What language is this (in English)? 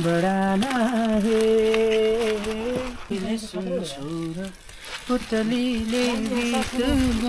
Nepali